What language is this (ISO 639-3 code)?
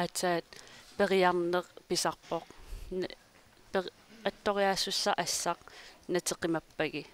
kal